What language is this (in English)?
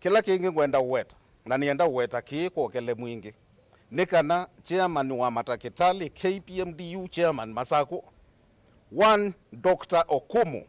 Kamba